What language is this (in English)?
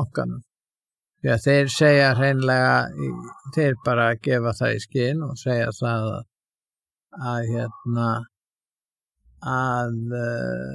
Icelandic